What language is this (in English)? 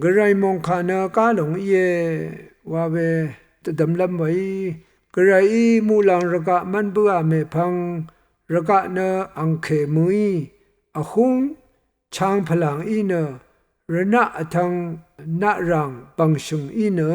Rawang